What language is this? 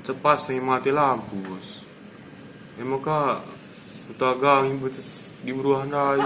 Batak Karo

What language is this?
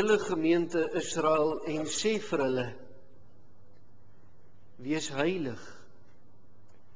Afrikaans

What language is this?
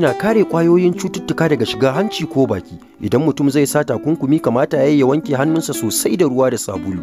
Hausa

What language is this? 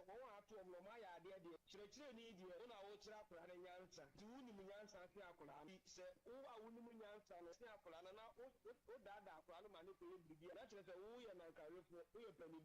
Akan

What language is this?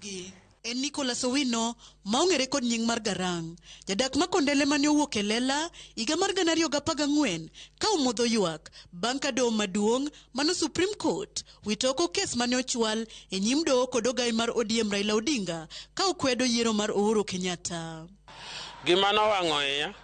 Luo (Kenya and Tanzania)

